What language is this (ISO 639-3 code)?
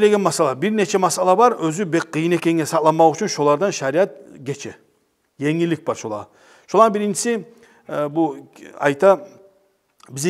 kum